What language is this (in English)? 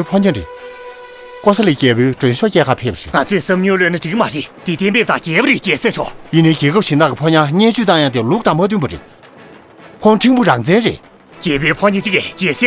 Tibetan